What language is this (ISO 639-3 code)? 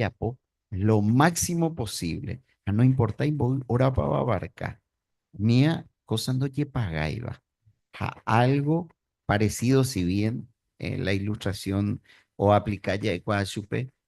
grn